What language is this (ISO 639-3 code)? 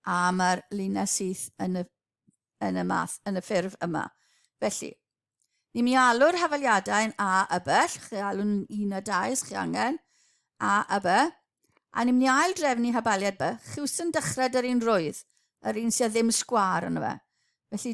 cym